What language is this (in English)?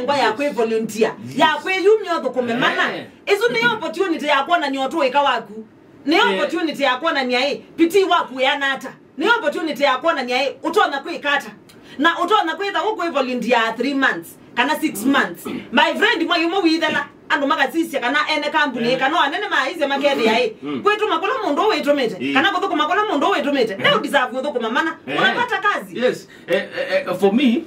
Kamba